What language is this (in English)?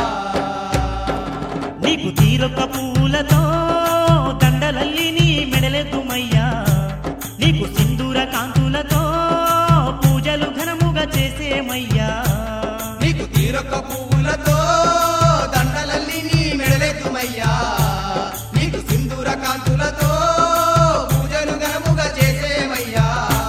Telugu